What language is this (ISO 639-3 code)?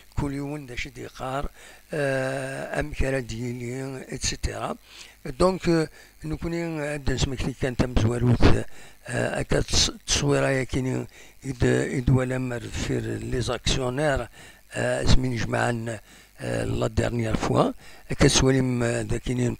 kab